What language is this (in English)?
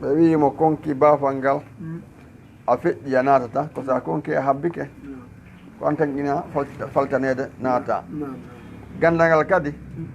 Fula